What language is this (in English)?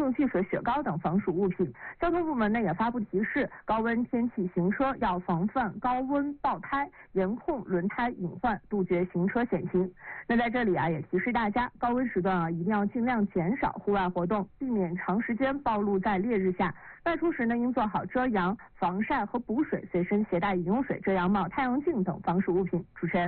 Chinese